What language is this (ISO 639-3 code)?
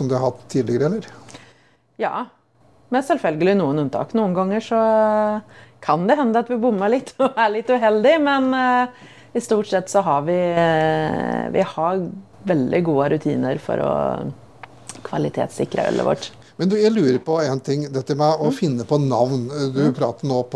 nor